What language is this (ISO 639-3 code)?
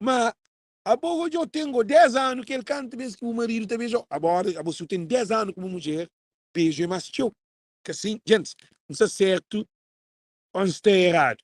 kea